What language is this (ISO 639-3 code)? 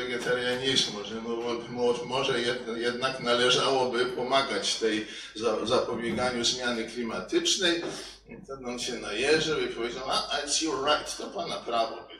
pol